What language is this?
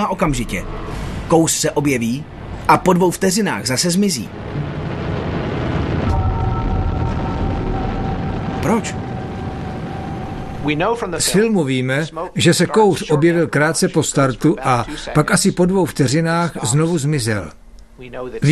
Czech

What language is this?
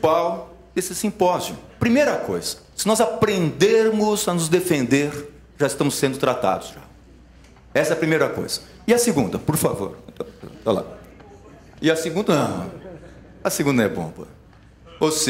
Portuguese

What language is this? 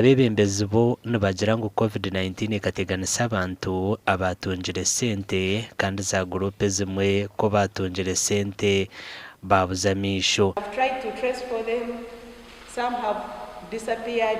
Nyankole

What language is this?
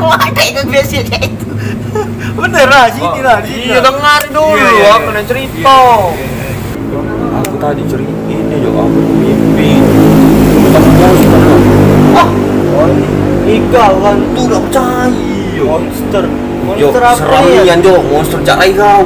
Musi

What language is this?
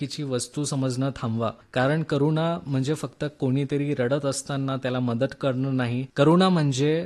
Marathi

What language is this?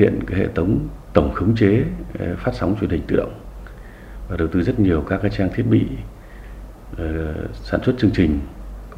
Vietnamese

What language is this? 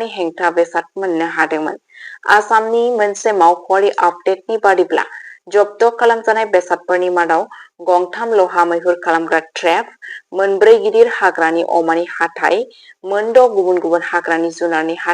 Bodo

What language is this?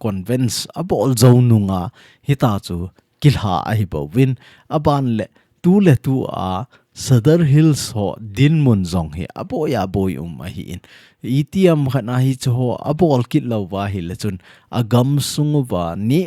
Thado Chin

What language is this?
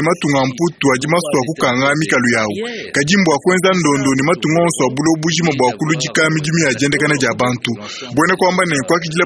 Luba-Lulua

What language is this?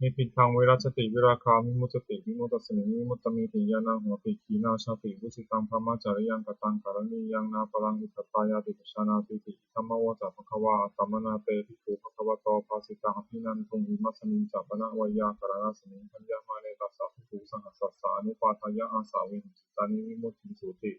Pali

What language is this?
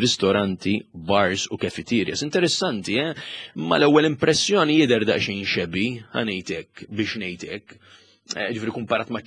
Maltese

